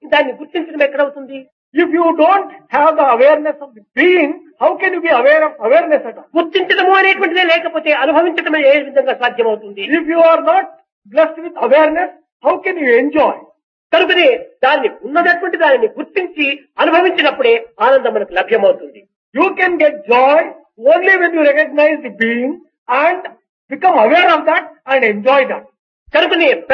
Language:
Telugu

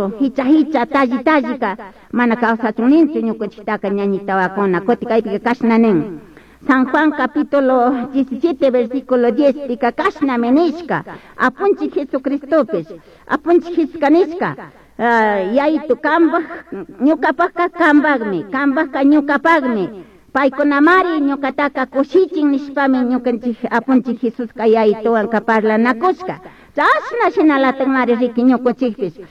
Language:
Chimborazo Highland Quichua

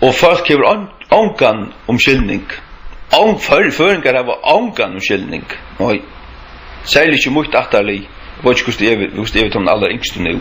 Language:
Faroese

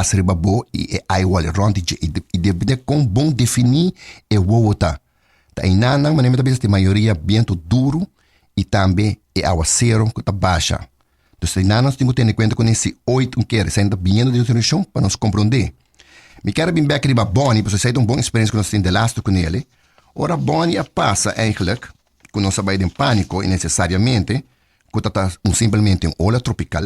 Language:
Papiamento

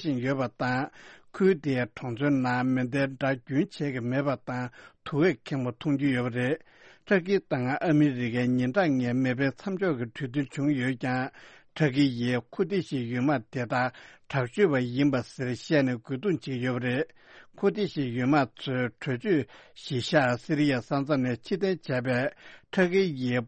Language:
Tibetan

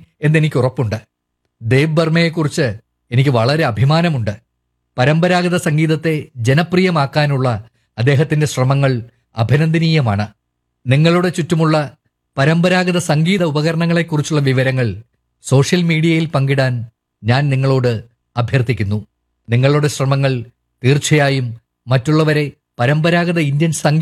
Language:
Malayalam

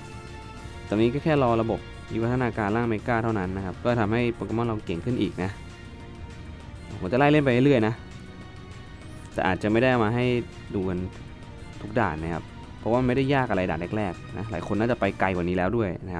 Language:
Thai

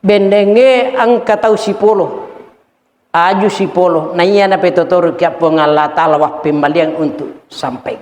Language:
Buginese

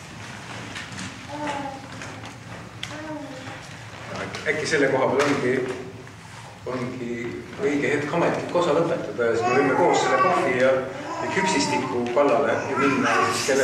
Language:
Estonian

